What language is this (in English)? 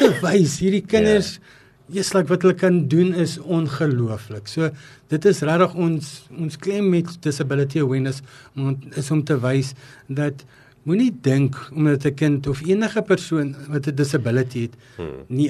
Afrikaans